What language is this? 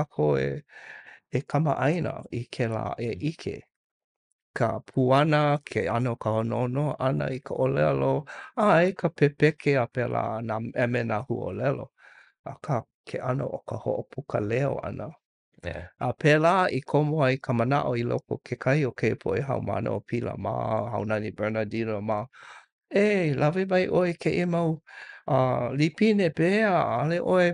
Hawaiian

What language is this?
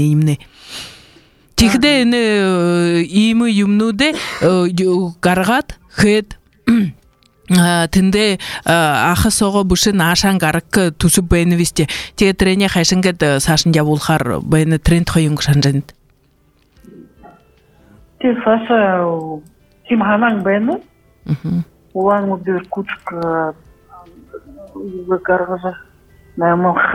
Buriat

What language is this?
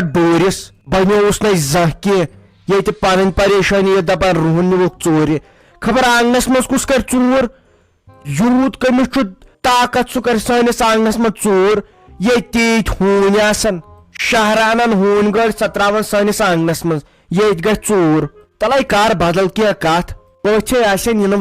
Kashmiri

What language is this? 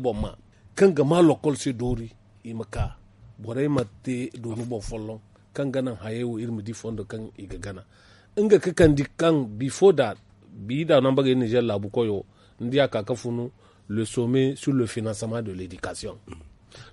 Zarma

